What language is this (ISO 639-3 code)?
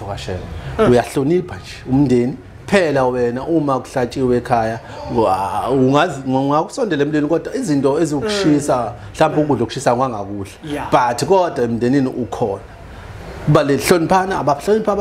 zul